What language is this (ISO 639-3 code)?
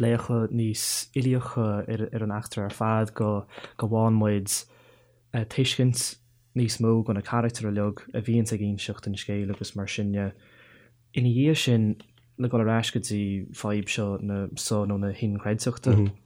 gle